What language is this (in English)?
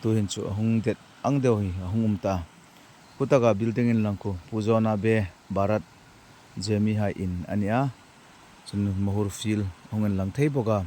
Hmar